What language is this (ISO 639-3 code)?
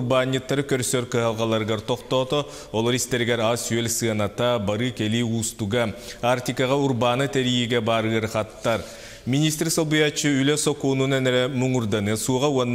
sah